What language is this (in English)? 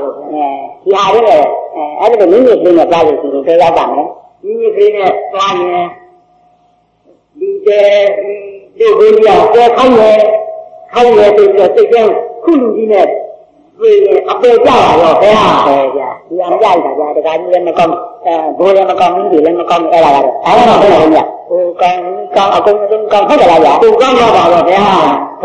Burmese